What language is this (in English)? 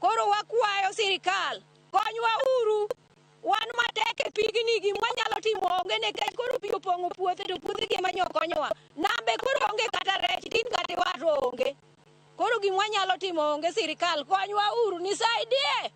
Luo (Kenya and Tanzania)